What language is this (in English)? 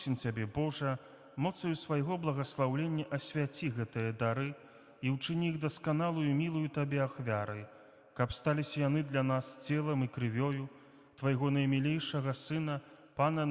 Belarusian